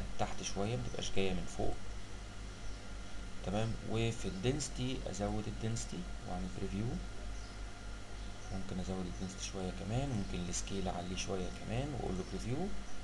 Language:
Egyptian Arabic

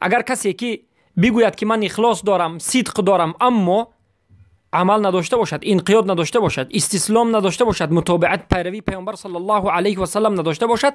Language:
Persian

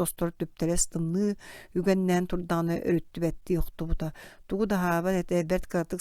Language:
Yakut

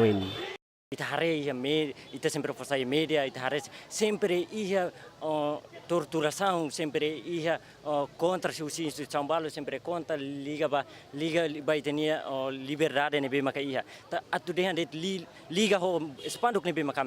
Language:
Tetum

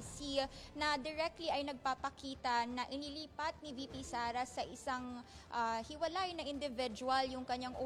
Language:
Filipino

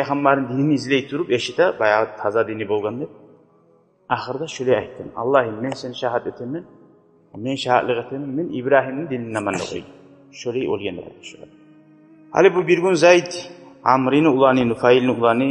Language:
Kumyk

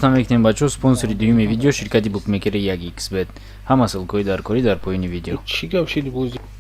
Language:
Tajik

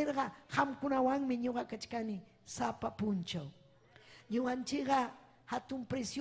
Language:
Ayacucho Quechua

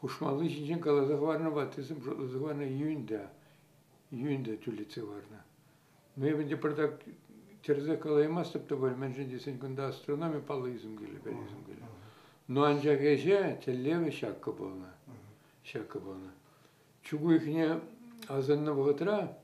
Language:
Chuvash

